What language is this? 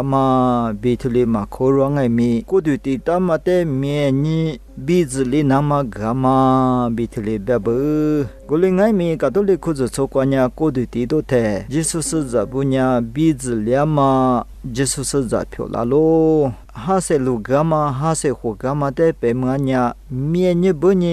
Lisu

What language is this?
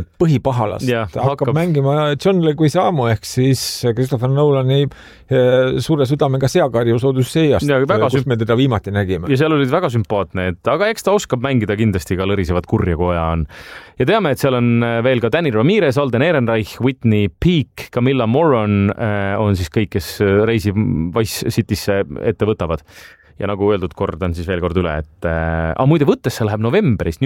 Estonian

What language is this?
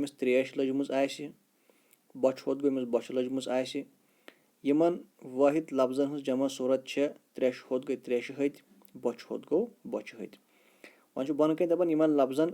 Kashmiri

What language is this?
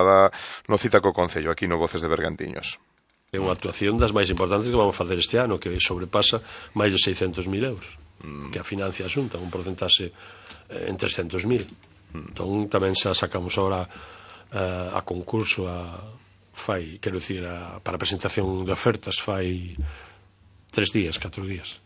Galician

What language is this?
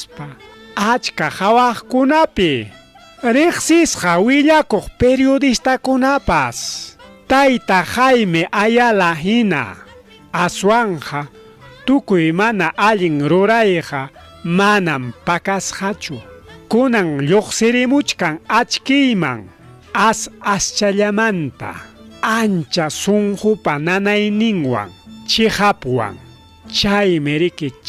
Ayacucho Quechua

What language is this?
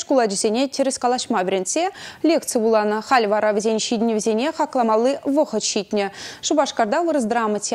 Chuvash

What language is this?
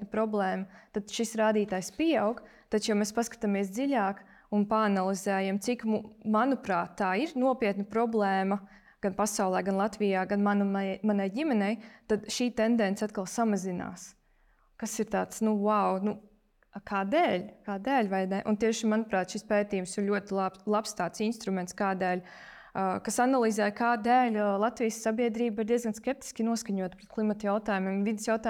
Latvian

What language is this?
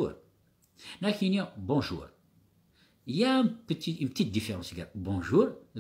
Kabyle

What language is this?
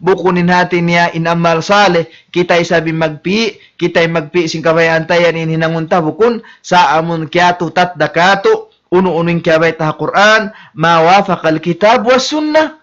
Tausug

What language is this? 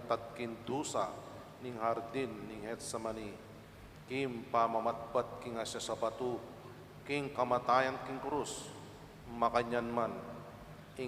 Pampanga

